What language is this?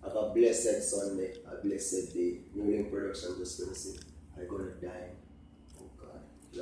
Jamaican Creole English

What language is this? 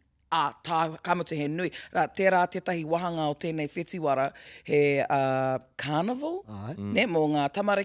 Māori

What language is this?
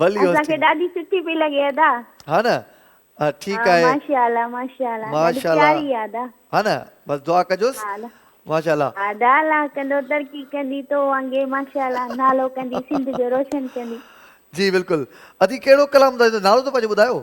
Sindhi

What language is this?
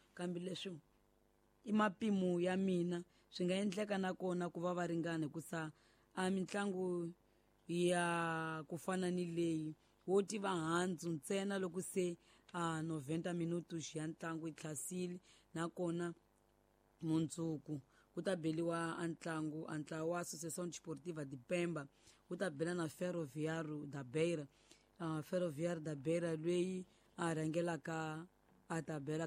Tsonga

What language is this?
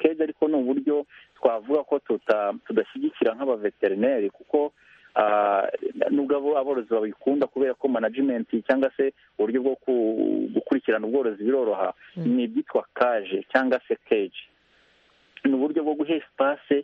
Kinyarwanda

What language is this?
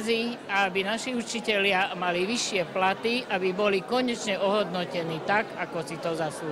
Slovak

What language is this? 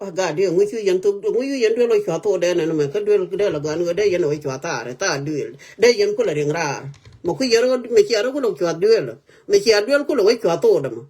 Nuer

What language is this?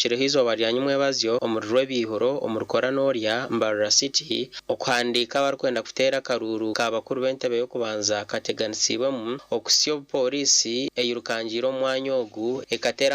Nyankole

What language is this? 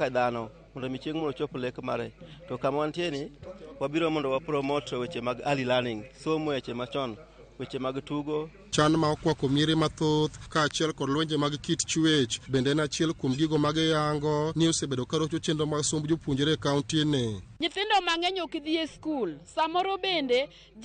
Luo (Kenya and Tanzania)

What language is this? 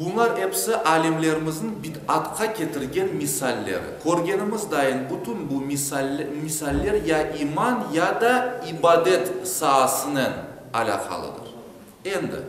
Crimean Tatar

